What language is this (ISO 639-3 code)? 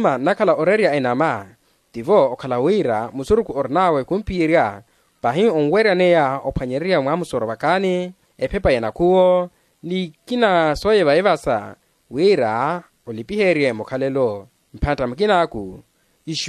vmw